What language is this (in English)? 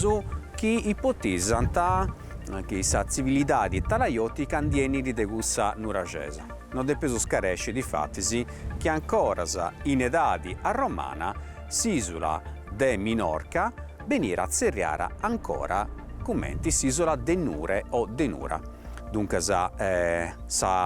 Sardinian